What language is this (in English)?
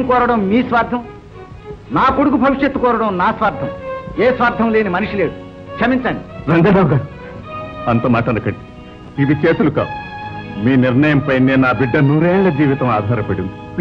Telugu